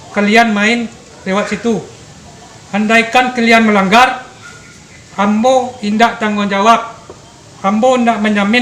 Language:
Minangkabau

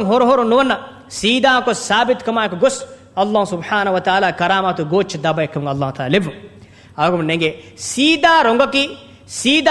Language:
Divehi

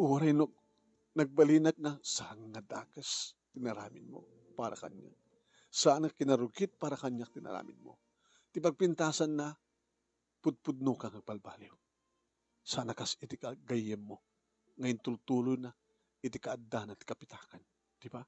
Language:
Iloko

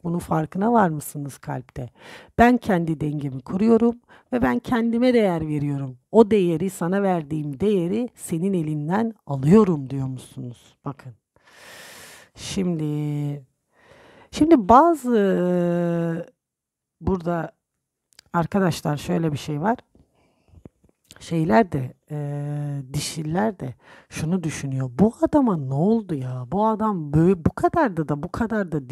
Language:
Turkish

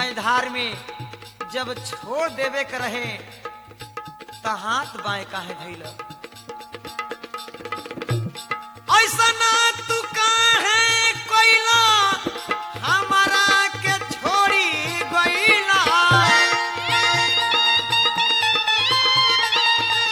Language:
Bhojpuri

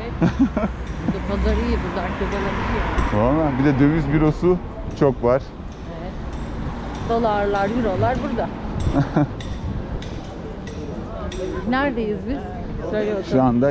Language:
Turkish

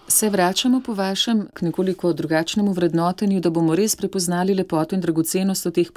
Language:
Slovenian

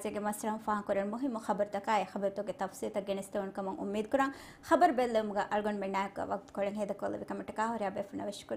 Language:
Divehi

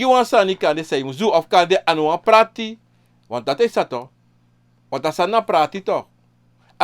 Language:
Sranan Tongo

